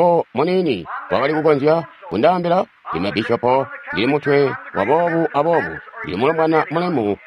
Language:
Tonga (Zambia)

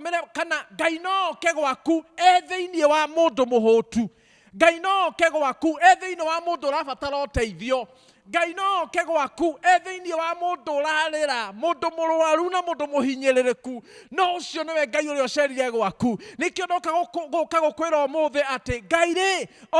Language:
Kikuyu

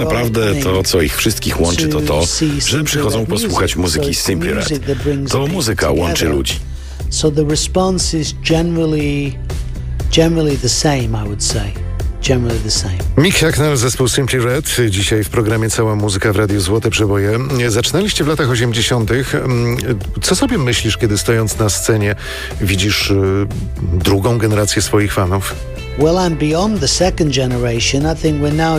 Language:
Polish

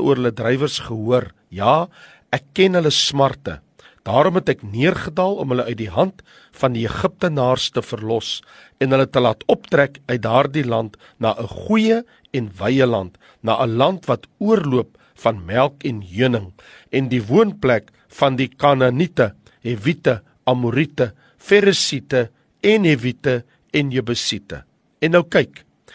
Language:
Afrikaans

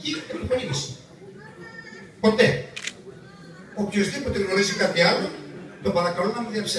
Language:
Greek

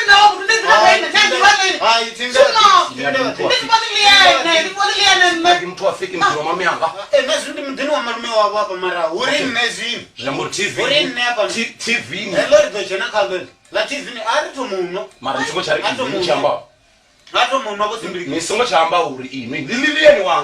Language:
Venda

